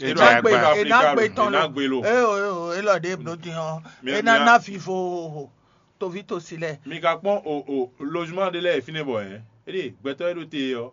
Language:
Fon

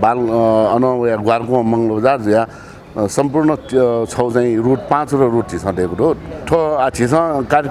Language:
Newari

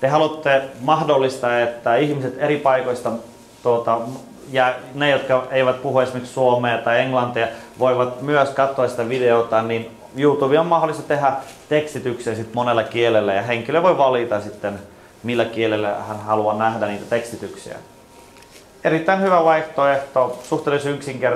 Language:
Finnish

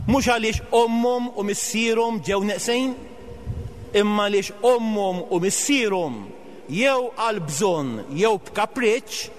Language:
Maltese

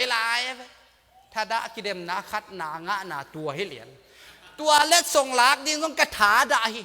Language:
Tedim Chin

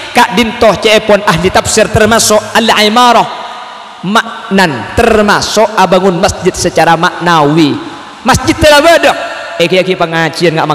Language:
Madurese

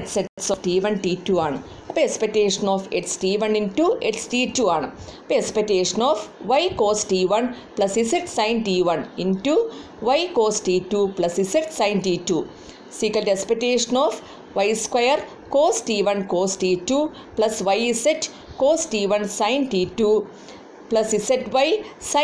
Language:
Malayalam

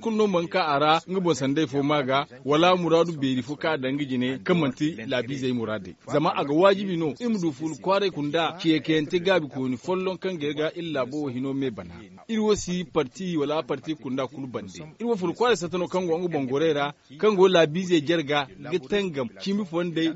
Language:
Zarma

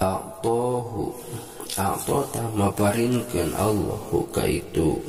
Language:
Sundanese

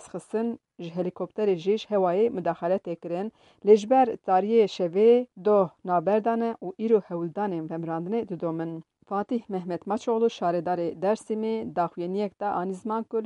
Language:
Kurdish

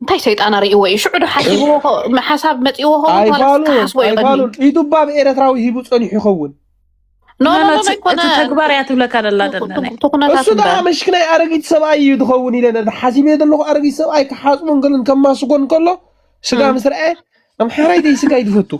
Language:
Tigrinya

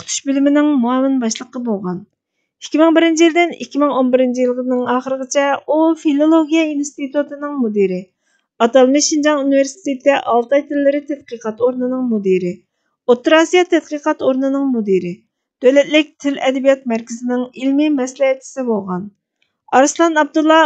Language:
Uyghur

